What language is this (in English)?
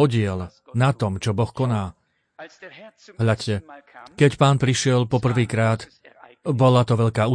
Slovak